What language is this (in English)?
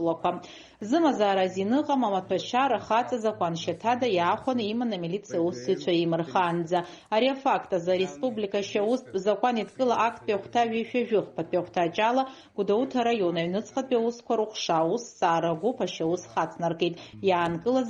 Abkhazian